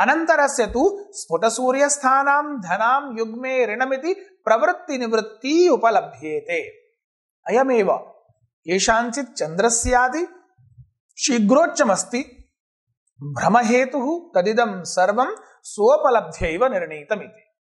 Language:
Sanskrit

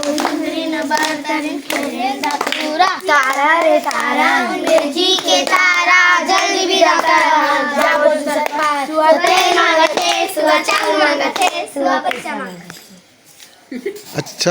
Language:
Chhattisgarhi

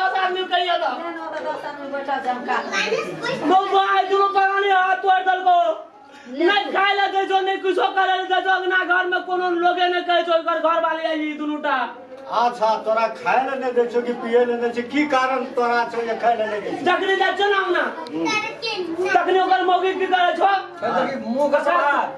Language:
Maithili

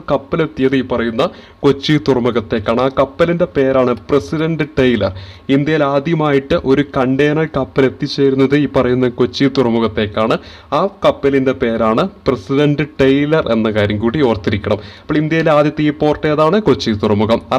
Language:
Malayalam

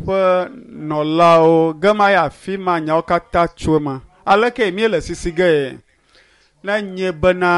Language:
Ewe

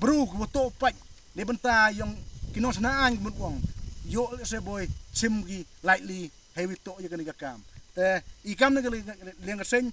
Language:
Khasi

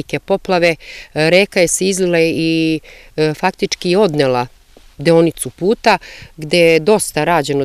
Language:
Serbian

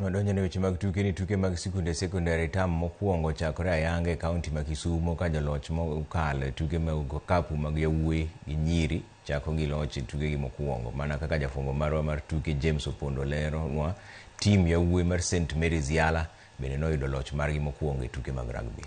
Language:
Luo (Kenya and Tanzania)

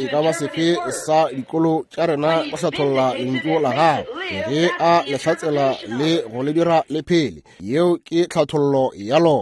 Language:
Northern Sotho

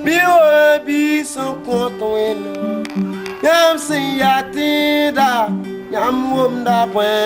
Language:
Mossi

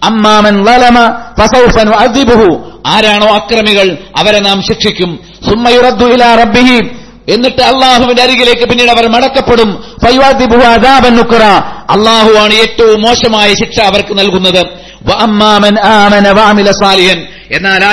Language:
Malayalam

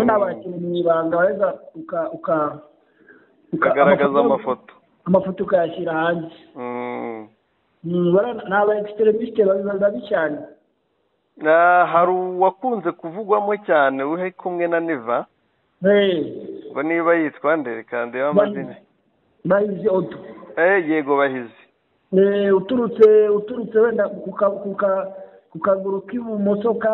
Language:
Kinyarwanda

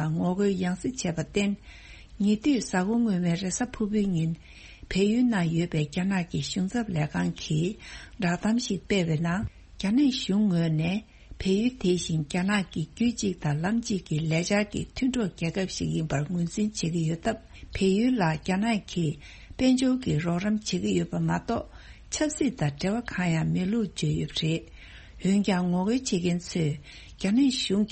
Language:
Tibetan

